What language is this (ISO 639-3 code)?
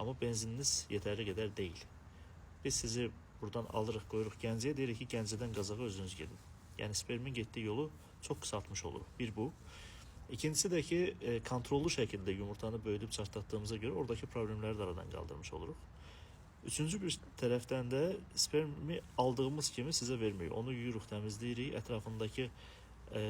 aze